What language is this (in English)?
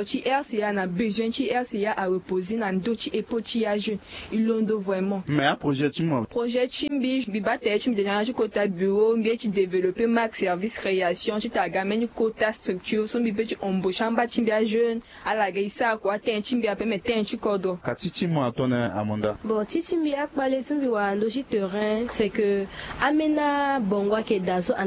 Sango